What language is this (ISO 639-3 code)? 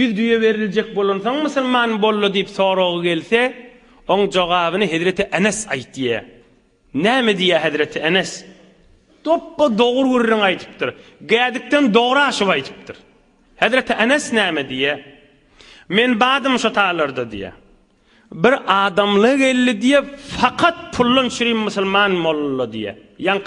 tuk